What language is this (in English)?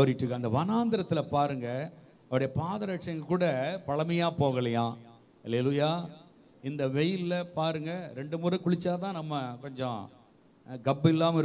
Tamil